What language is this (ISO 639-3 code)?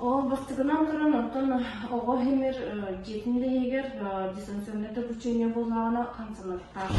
sah